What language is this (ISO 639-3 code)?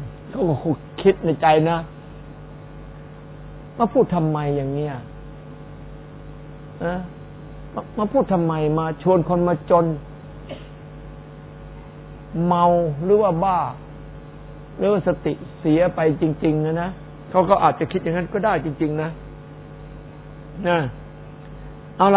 tha